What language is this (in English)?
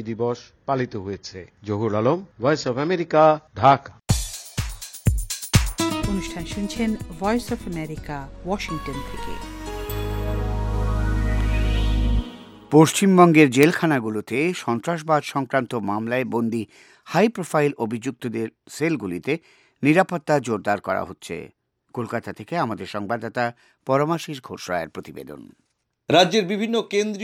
Bangla